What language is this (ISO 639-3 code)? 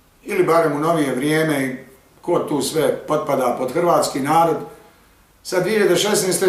bos